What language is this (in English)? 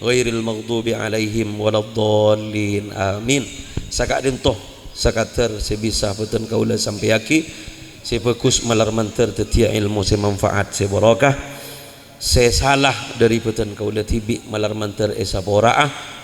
Madurese